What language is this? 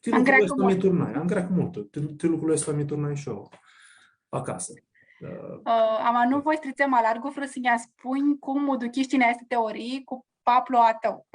Aromanian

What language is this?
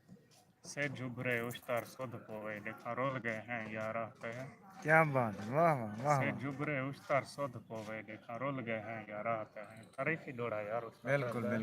Saraiki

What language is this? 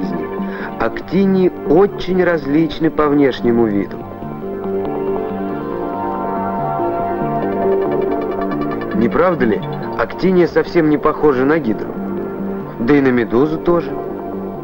Russian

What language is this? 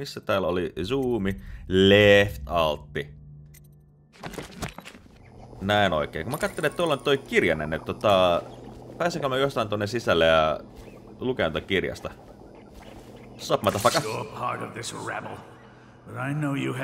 Finnish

